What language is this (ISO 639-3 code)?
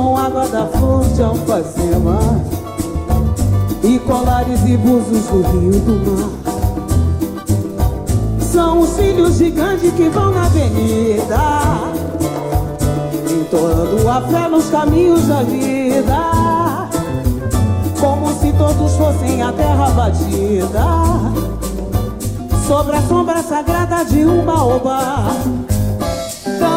por